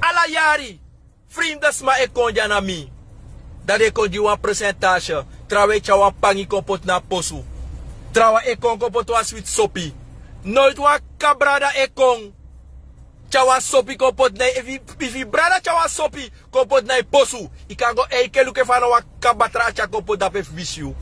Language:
Sranan Tongo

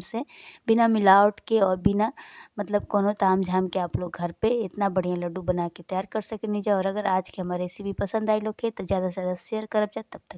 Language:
Bhojpuri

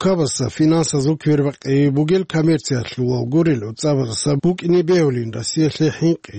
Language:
Avaric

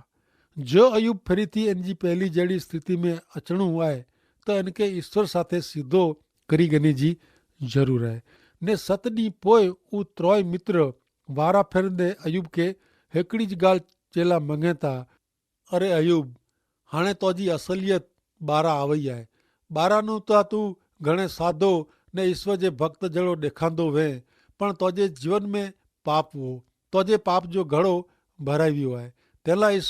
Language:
Kachhi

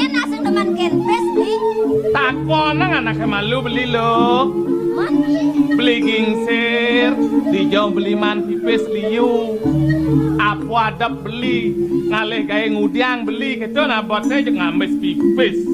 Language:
Balinese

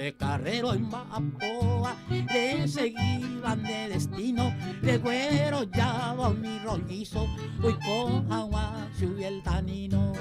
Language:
Guarani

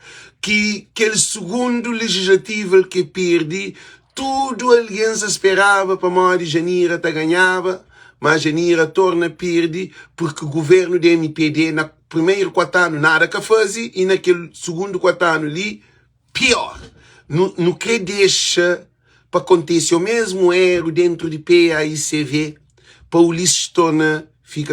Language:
Kabuverdianu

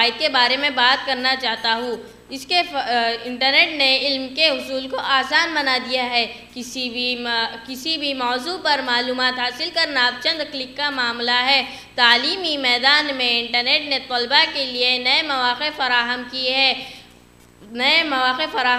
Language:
Urdu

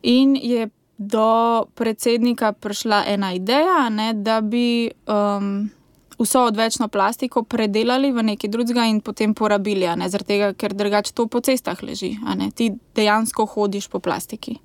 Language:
Slovenian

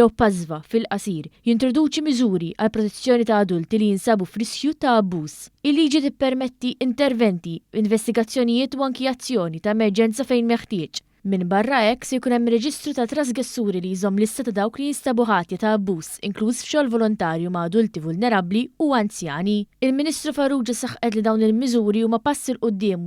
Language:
Maltese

